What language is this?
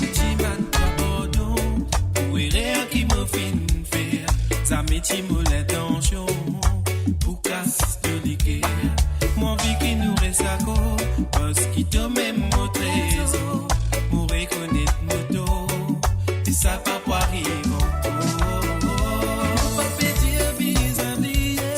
Morisyen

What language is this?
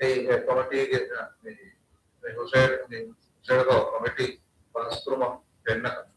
Divehi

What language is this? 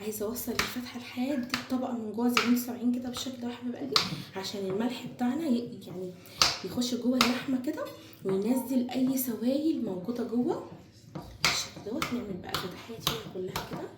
Egyptian Arabic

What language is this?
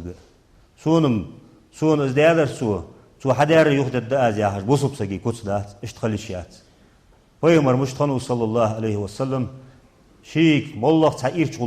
Ingush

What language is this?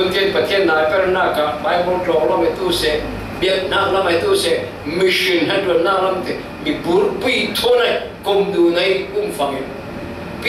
Falam Chin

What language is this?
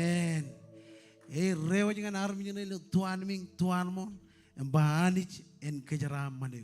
Marshallese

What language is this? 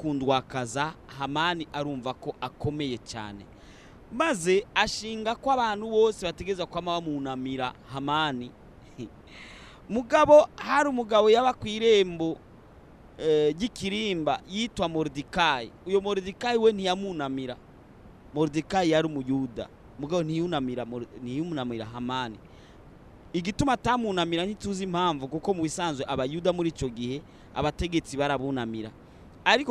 Rundi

